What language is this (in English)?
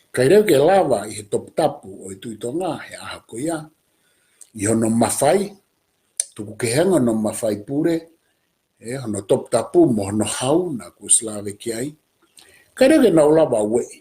Tongan